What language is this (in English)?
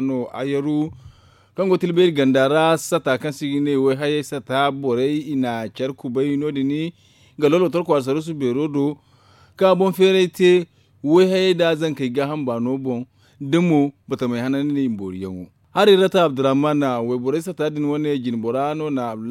Zarma